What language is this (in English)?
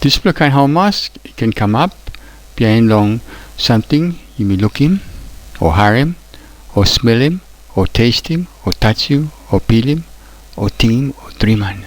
Tok Pisin